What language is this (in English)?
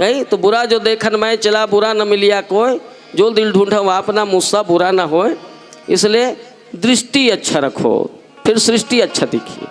Chhattisgarhi